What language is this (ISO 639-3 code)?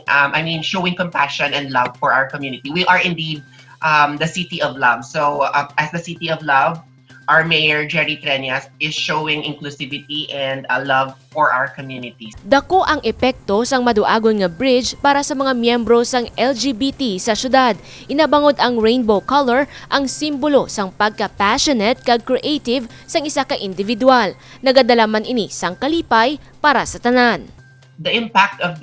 hil